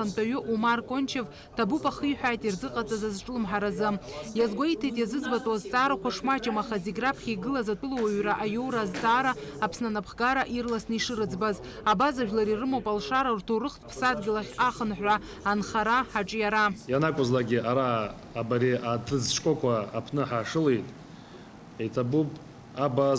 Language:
Abkhazian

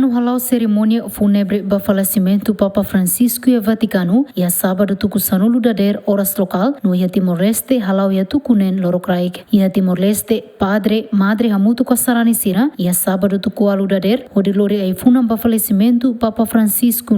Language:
Tetum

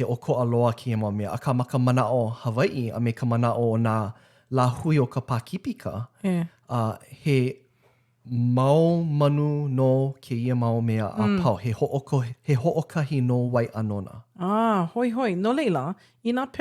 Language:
Hawaiian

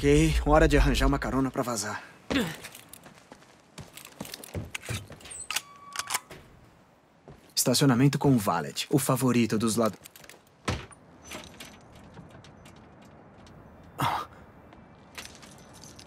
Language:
Portuguese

